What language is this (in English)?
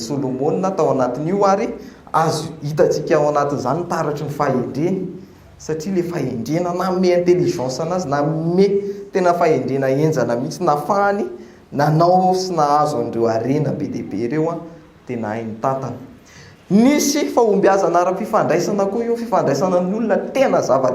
Malagasy